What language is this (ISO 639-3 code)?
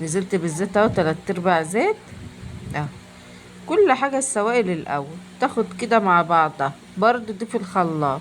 arz